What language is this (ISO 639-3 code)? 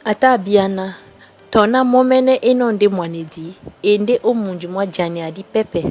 dua